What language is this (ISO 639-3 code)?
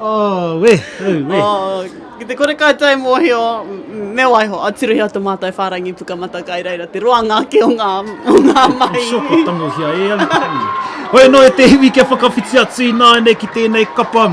mri